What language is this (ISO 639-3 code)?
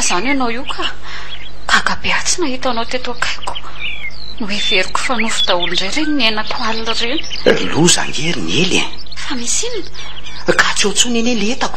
mlg